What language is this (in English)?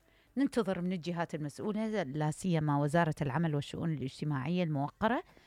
Mesopotamian Arabic